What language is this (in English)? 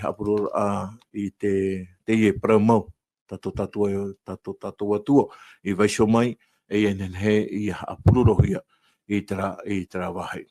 Tahitian